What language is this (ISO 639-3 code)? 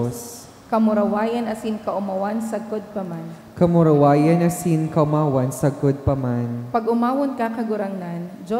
bik